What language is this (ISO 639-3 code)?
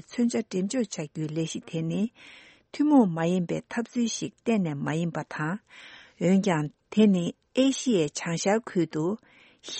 bod